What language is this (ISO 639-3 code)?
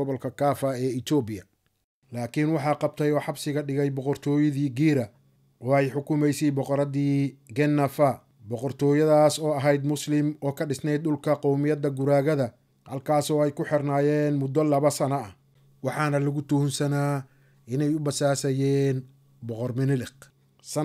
som